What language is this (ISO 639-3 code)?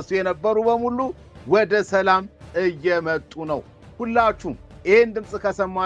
amh